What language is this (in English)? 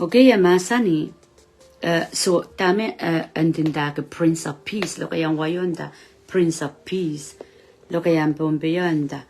Pohnpeian